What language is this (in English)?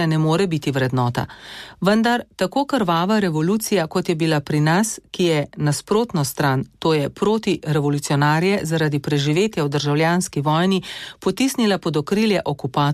Slovenian